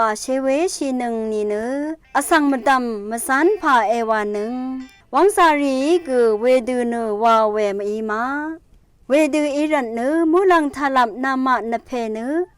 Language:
Rawang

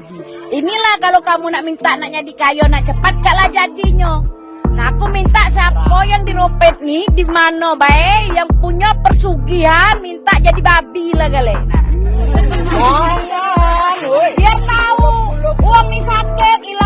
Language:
Musi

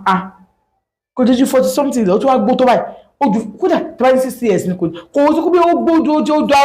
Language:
Yoruba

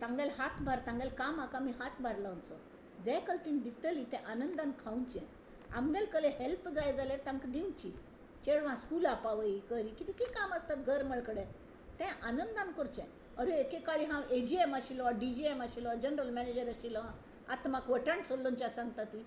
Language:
Konkani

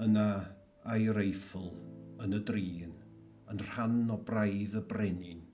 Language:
Welsh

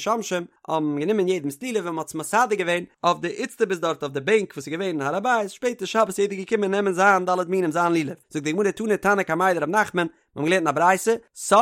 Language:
Yiddish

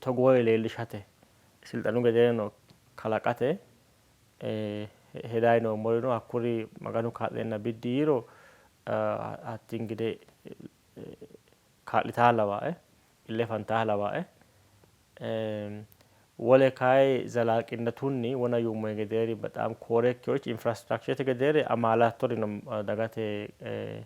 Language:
Sidamo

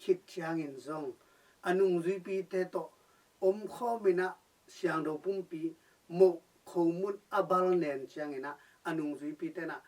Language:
Tedim Chin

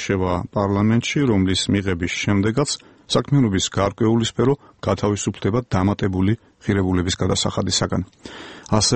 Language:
Georgian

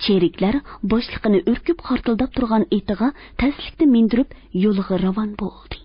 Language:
Uyghur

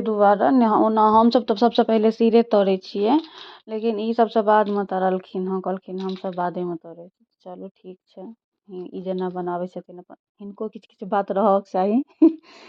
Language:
Maithili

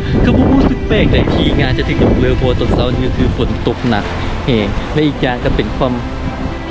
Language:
Lao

